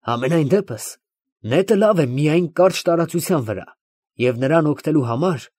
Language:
Armenian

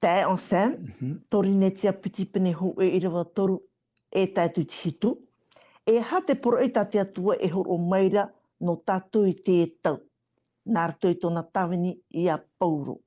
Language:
Tahitian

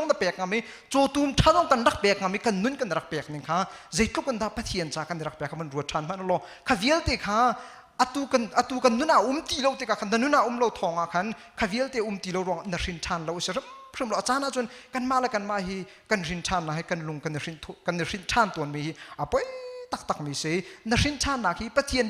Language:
Hakha Chin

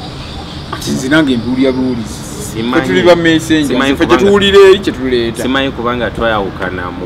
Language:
Ganda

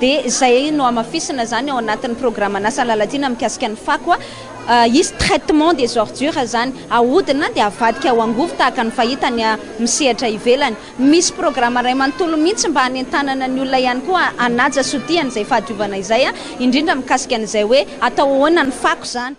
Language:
Malagasy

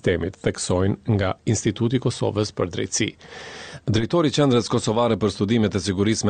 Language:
Albanian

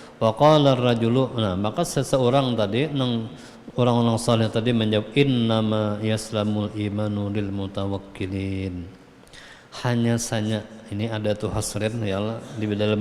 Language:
Banjar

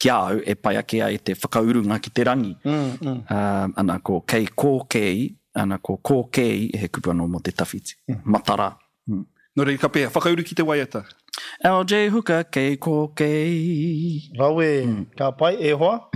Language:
Māori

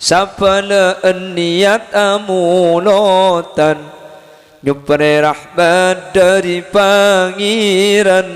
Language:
Madurese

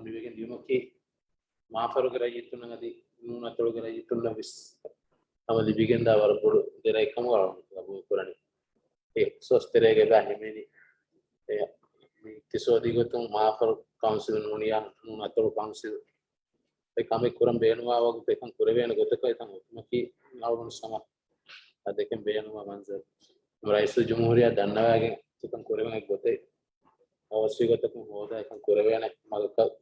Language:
Divehi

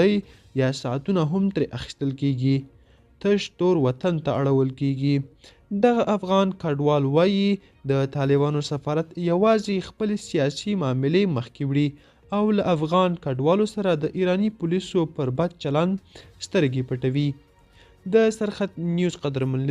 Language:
Pashto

